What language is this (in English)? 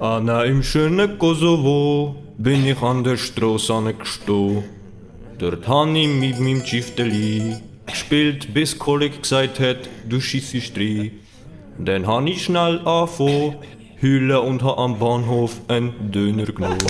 Swiss German